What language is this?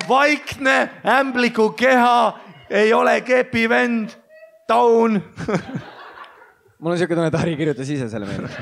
Estonian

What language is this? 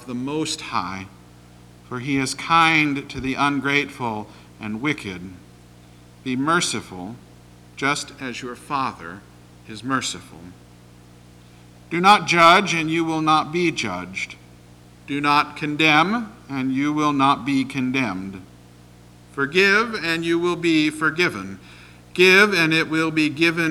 English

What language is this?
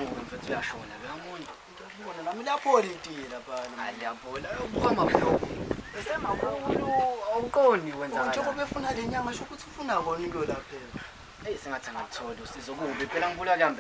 Zulu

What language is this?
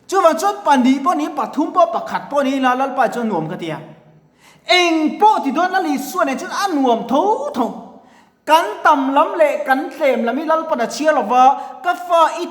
Mizo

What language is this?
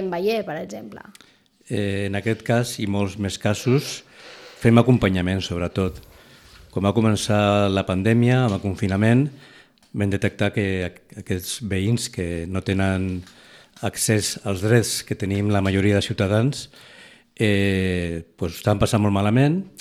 Catalan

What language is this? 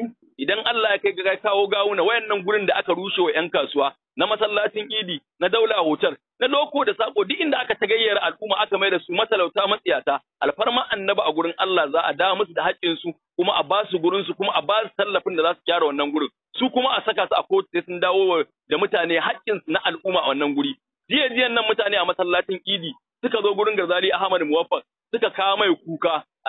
Hausa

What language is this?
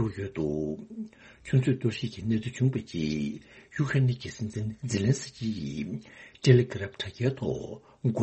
Tibetan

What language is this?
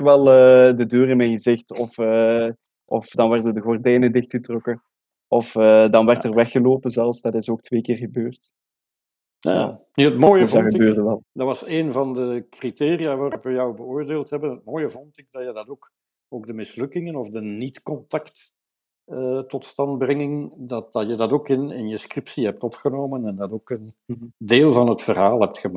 Dutch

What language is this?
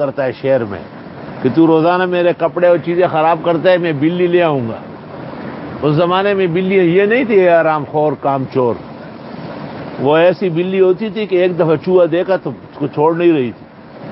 Urdu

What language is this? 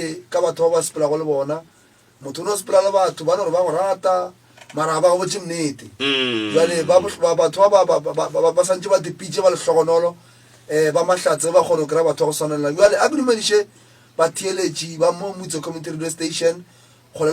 Northern Sotho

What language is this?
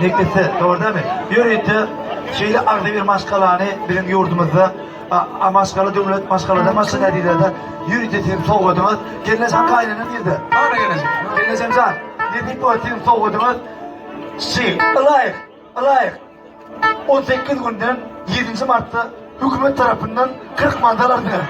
Turkmen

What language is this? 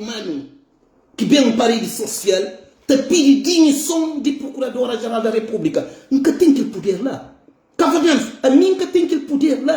Kabuverdianu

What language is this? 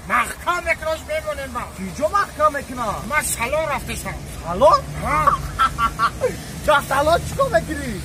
Tajik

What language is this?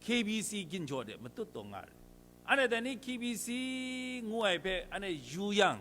Kachin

